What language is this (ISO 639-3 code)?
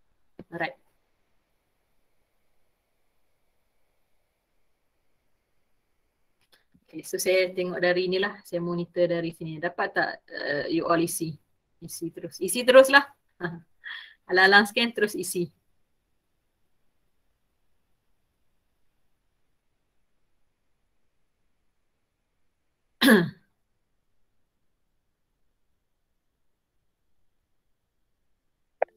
msa